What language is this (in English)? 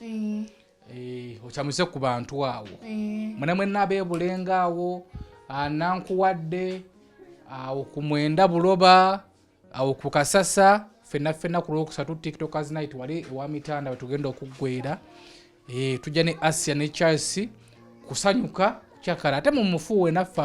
Ganda